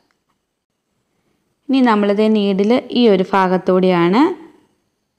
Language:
Malayalam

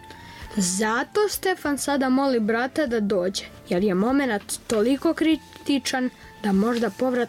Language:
Serbian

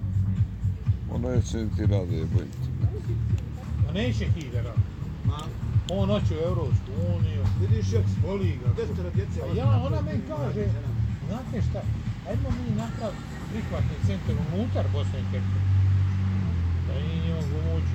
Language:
Bosnian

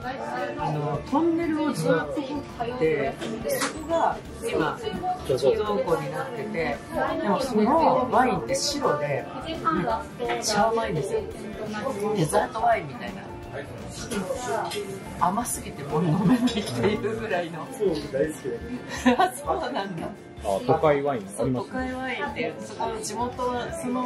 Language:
Japanese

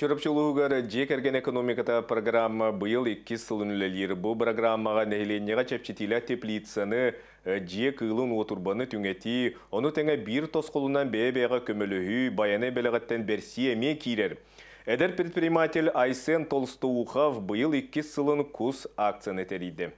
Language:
Yakut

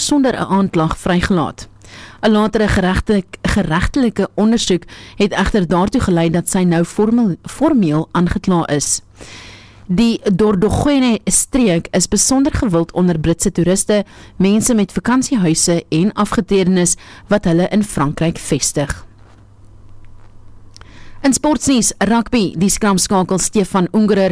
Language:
Afrikaans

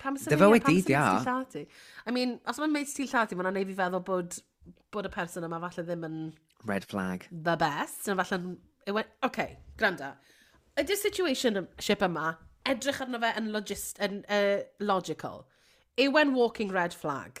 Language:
Welsh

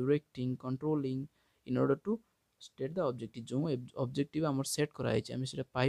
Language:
Odia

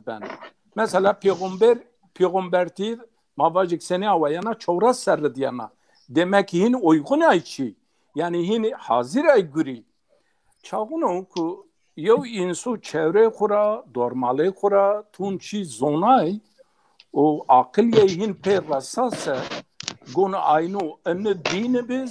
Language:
Zaza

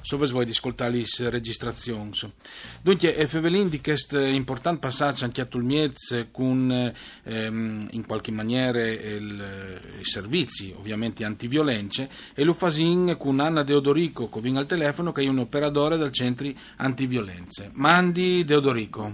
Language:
Friulian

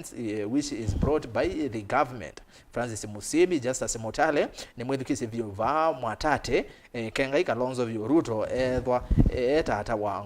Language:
Kamba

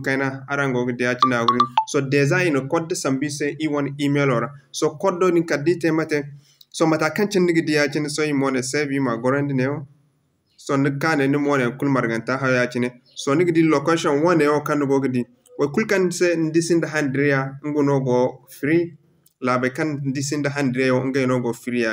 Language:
Zarma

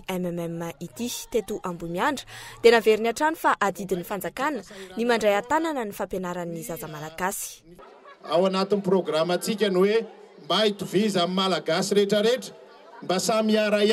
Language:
Malagasy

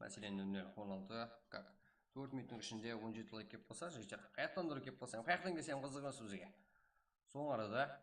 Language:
Kara-Kalpak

